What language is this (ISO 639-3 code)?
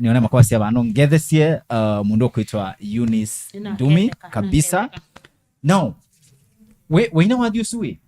kam